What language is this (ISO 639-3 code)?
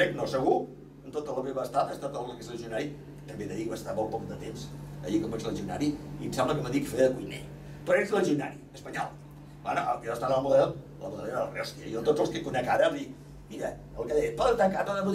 cat